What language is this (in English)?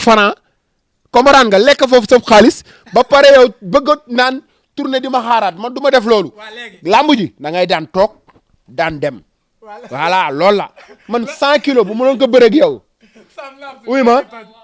Wolof